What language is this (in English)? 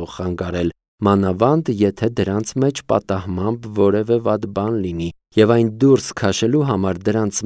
Armenian